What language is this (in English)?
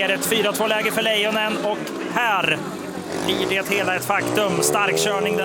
Swedish